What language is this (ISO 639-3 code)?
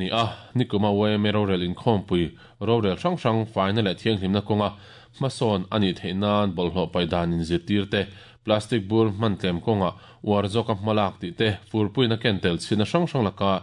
lus